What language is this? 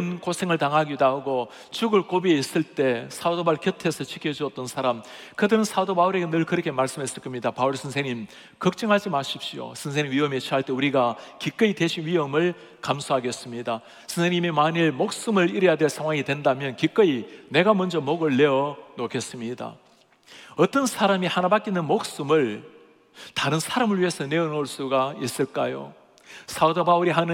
Korean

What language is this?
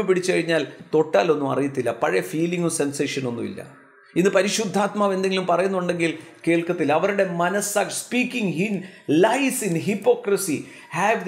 Malayalam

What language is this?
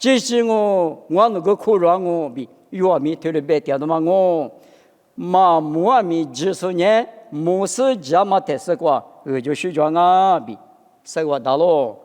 Lisu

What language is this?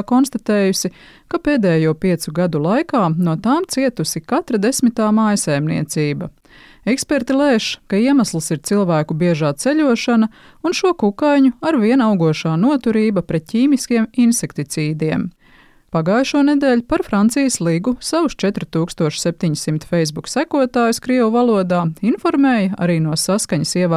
Latvian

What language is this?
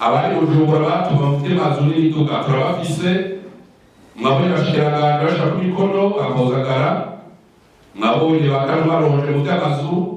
Rundi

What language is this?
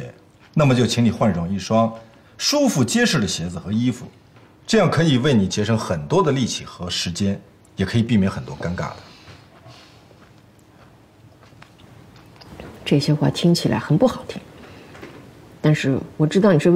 Chinese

